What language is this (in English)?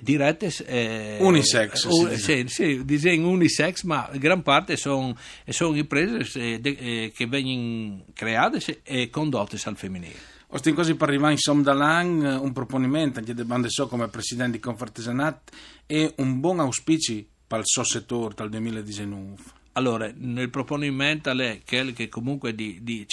Friulian